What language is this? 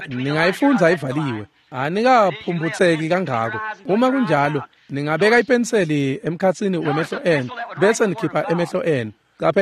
Swati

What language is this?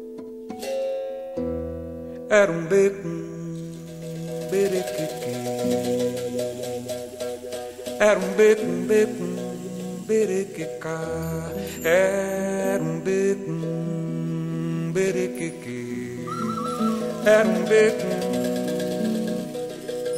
Portuguese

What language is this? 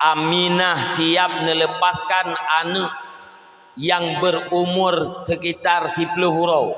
Achinese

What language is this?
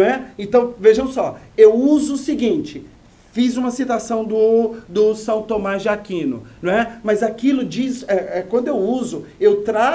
Portuguese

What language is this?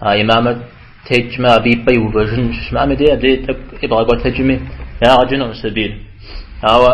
Kabardian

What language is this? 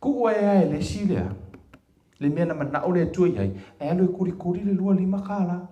Samoan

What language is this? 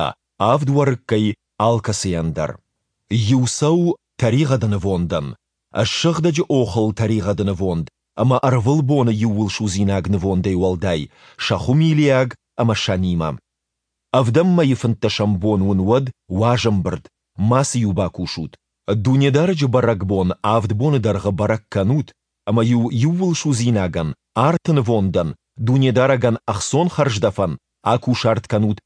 Ossetic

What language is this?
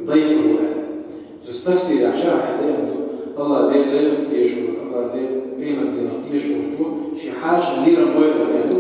Chechen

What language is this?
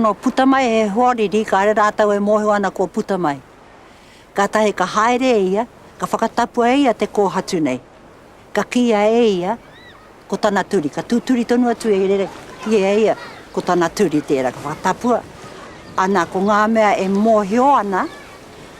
Māori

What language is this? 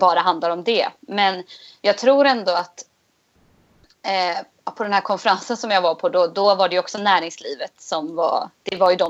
Swedish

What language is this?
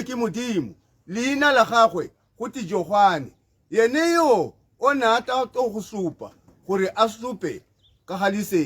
Tswana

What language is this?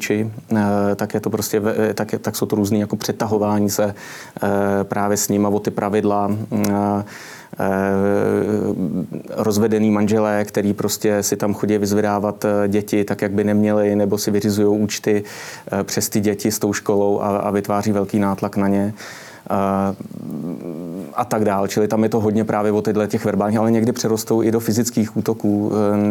Czech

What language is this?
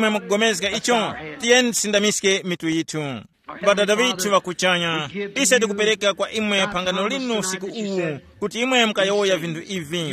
Tumbuka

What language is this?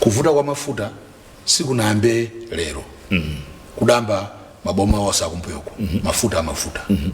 Nyanja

